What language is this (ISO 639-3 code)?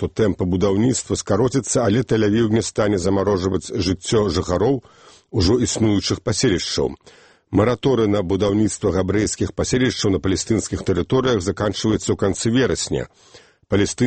bel